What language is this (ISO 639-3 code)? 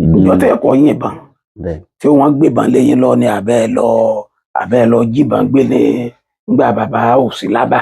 yor